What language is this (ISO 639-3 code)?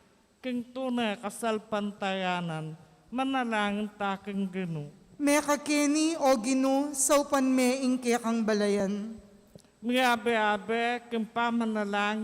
pam